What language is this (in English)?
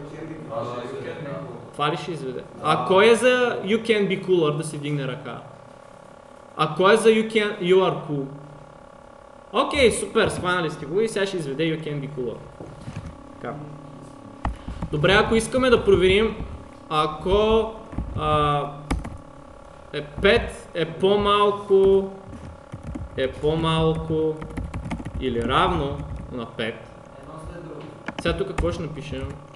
Bulgarian